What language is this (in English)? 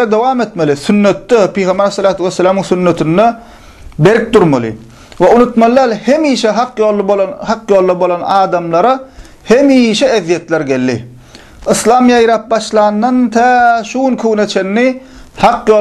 Turkmen